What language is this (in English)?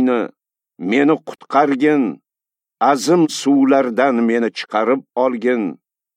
Uzbek